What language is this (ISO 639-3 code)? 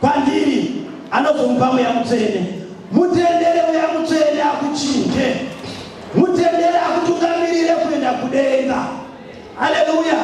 sna